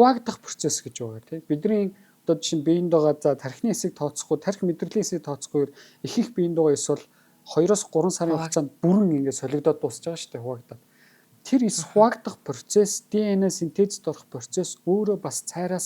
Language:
Mongolian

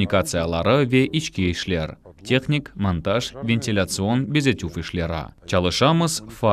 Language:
Crimean Tatar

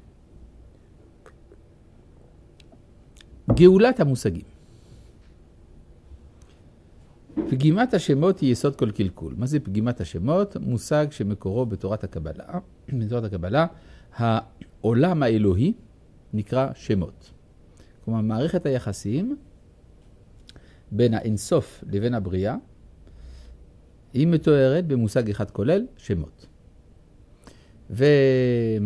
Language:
Hebrew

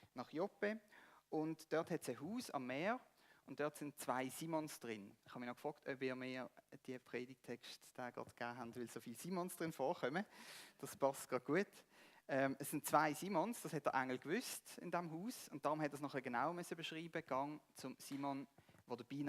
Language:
Swiss German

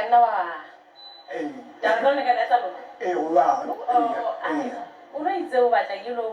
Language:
Southern Sotho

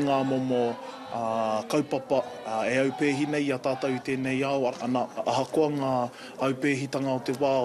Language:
Māori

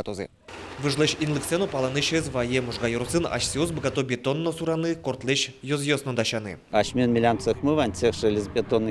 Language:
Udmurt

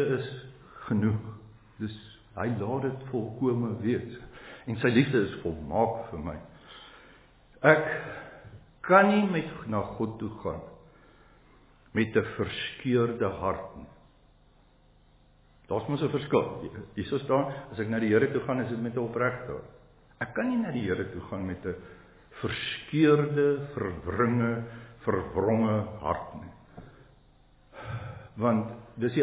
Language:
Afrikaans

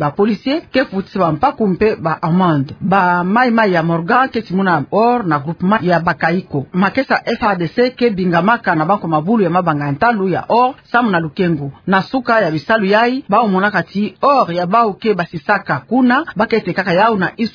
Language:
Kituba (Democratic Republic of Congo)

